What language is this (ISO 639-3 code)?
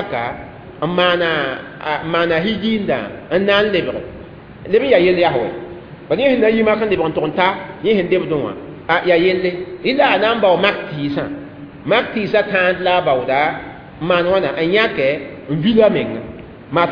mos